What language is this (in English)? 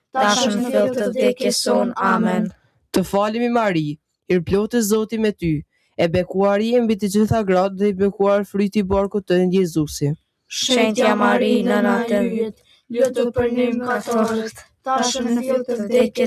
Albanian